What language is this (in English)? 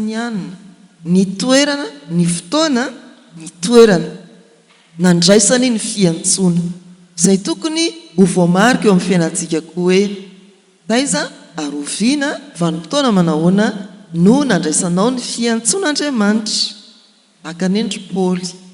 Malagasy